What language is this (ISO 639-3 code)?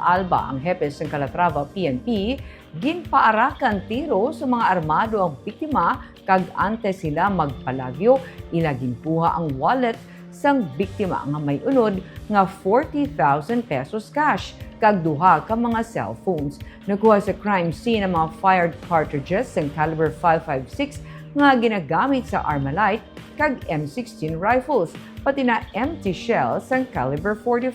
hil